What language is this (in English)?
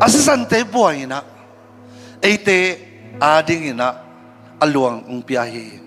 Tedim Chin